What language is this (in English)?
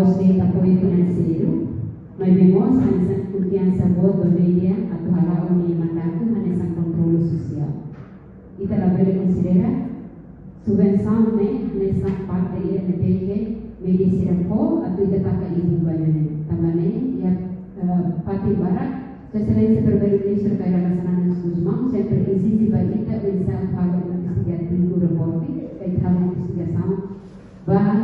Tetum